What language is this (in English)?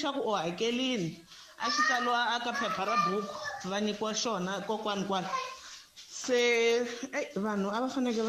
Tsonga